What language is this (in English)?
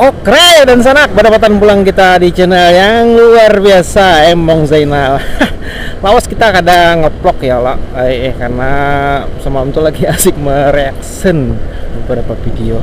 Banjar